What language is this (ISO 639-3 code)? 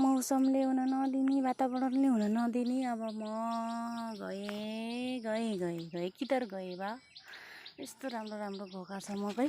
nep